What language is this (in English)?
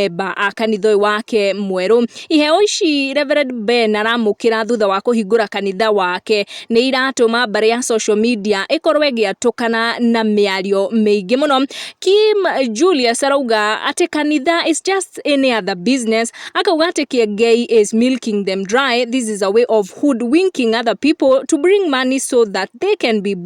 Kikuyu